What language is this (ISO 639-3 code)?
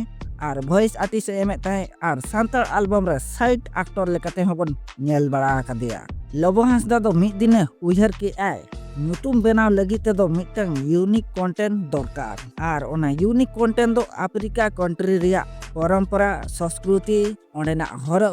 sat